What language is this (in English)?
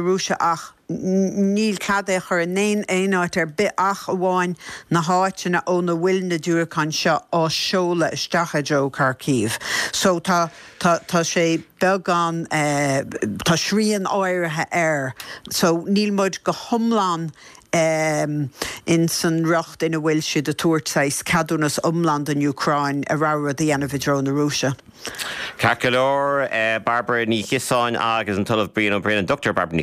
Irish